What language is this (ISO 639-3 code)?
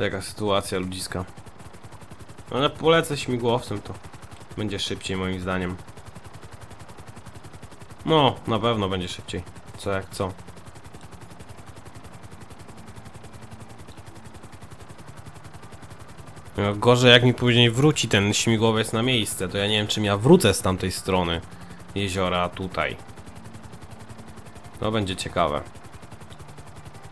pol